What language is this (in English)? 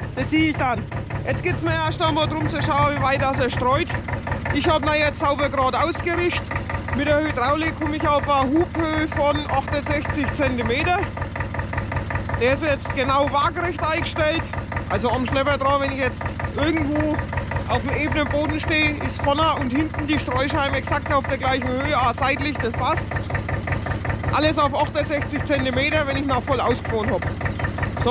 German